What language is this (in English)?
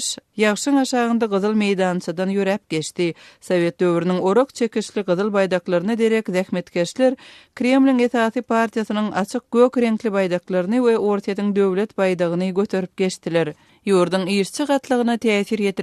Turkmen